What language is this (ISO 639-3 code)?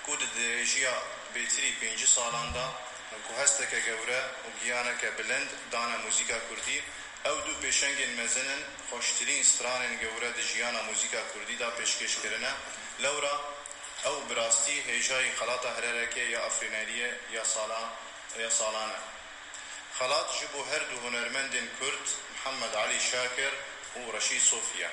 kur